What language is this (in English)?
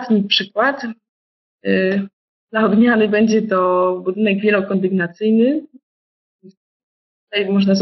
Polish